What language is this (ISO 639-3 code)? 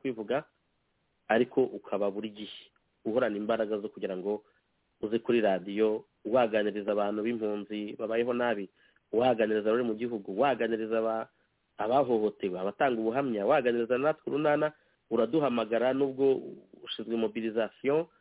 kin